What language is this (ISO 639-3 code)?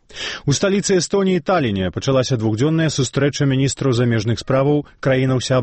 bel